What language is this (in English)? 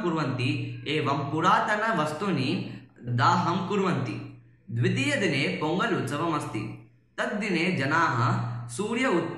Sanskrit